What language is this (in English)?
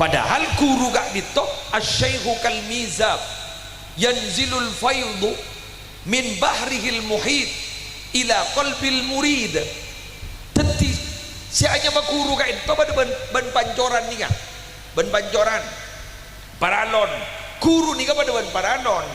Madurese